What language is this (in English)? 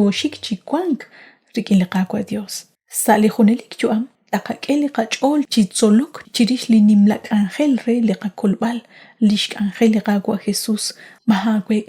Kekchí